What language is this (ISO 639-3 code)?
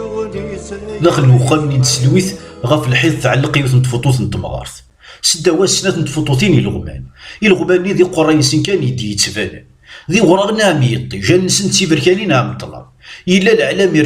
kab